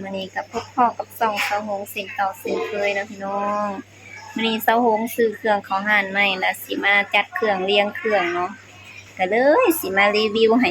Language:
Lao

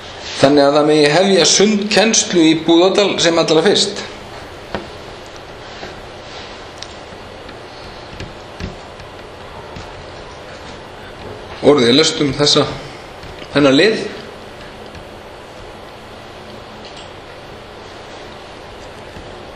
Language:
Icelandic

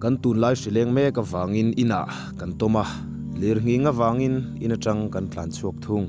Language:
Mizo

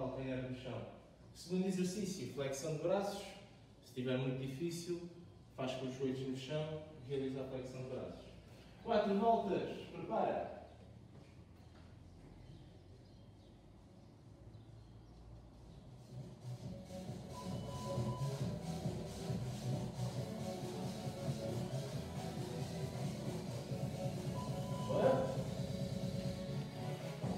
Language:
Portuguese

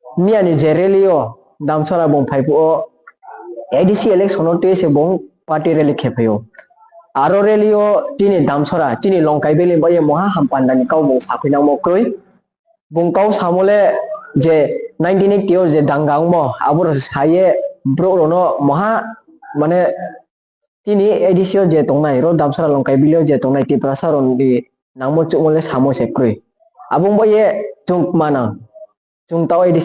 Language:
Riang (India)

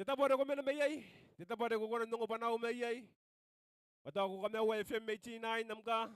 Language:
Gilbertese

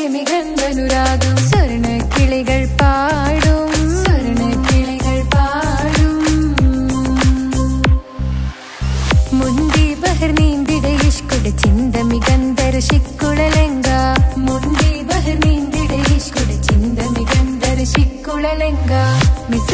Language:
Malayalam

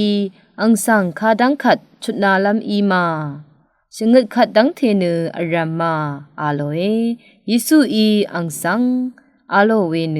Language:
Rawang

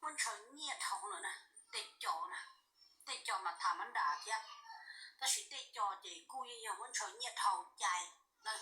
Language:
Hmong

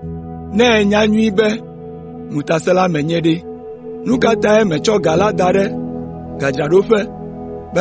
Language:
Ewe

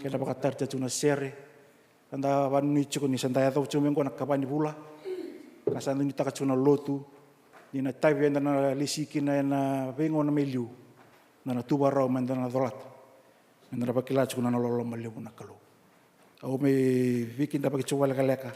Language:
Fijian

